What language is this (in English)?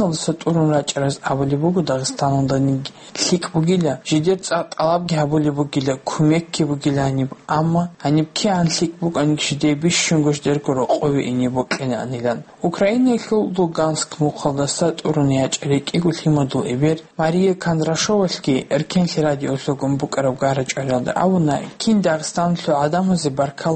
Avaric